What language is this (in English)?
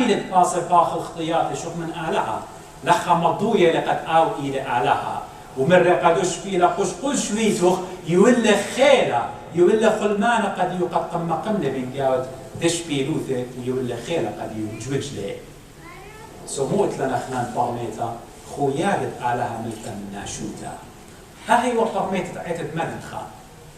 Assyrian Neo-Aramaic